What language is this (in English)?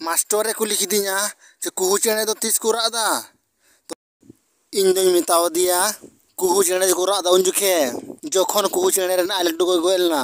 Santali